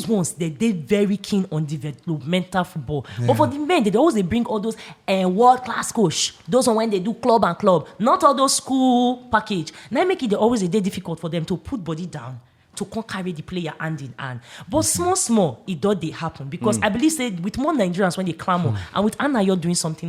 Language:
Nigerian Pidgin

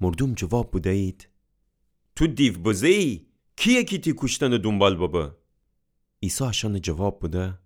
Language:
Gilaki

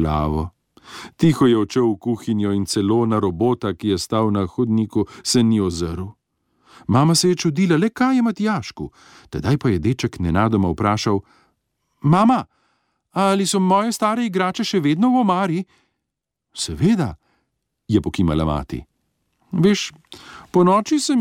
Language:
Slovenian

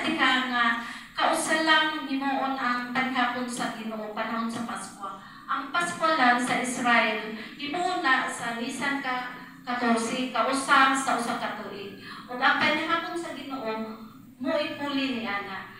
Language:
Cebuano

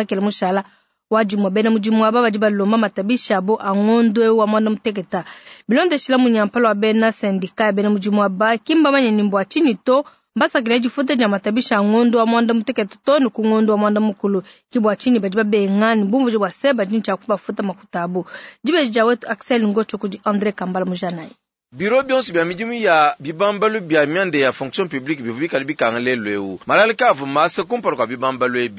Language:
Luba-Lulua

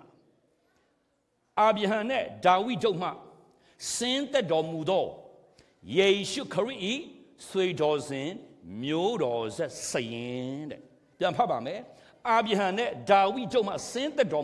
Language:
Burmese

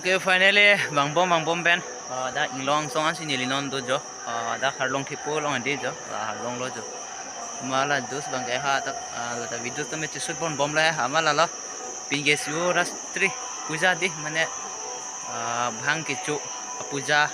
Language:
Karbi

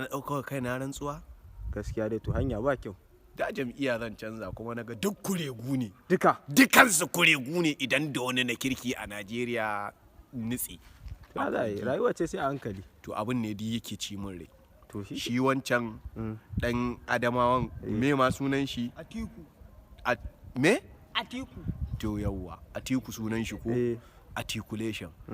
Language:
Hausa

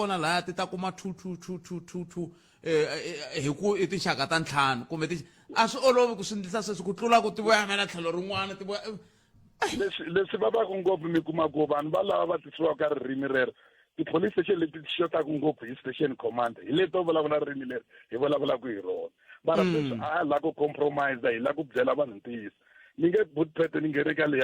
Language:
Tsonga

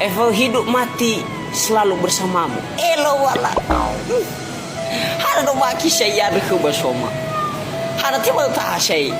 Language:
Nias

